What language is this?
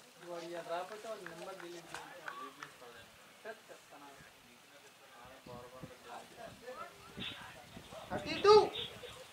Telugu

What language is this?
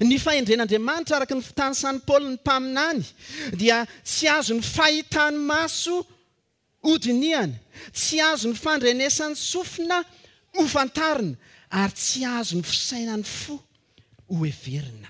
Malagasy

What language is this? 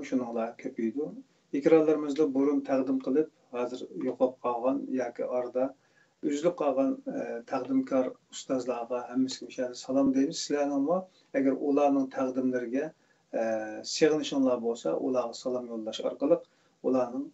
Uyghur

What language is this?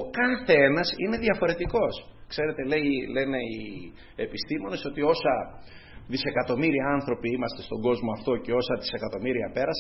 Greek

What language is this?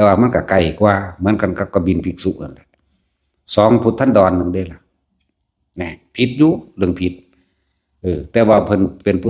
Northeastern Thai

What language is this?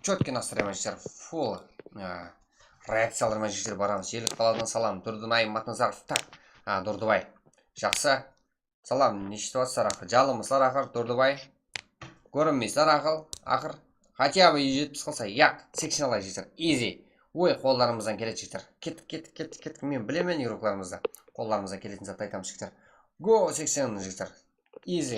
Kara-Kalpak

